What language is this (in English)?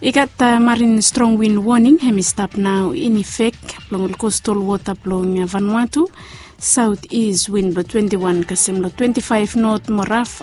Bislama